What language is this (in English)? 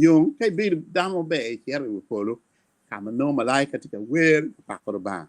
Acoli